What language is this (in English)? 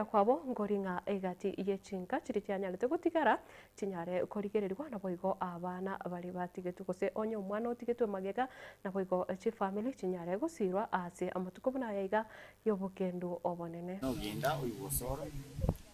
Gusii